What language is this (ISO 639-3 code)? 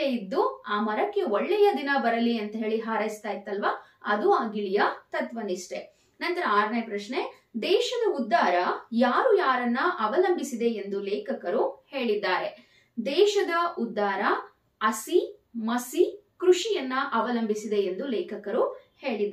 kan